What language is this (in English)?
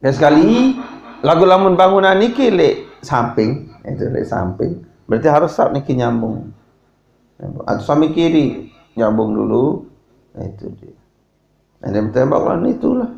Sasak